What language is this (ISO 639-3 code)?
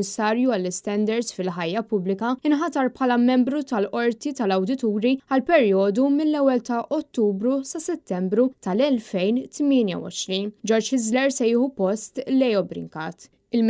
mlt